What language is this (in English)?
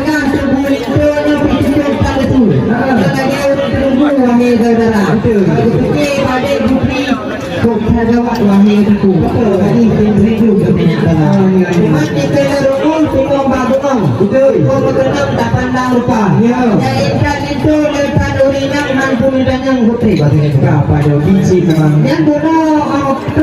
Achinese